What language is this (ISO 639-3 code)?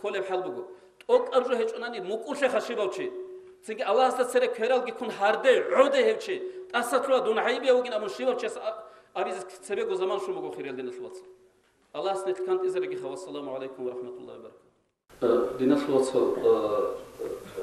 ava